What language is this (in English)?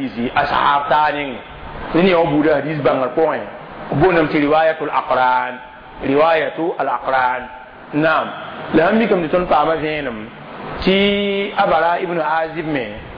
Mossi